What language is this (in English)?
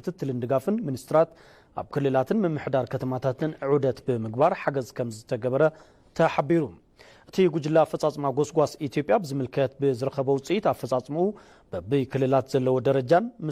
Tigrinya